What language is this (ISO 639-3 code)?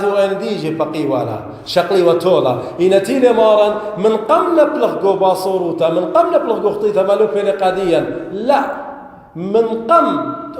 aii